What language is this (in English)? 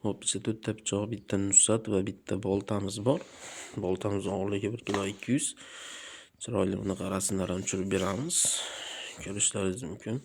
Uzbek